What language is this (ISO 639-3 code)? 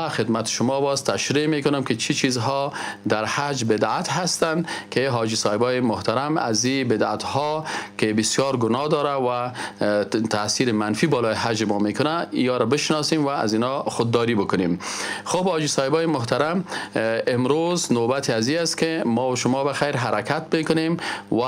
fas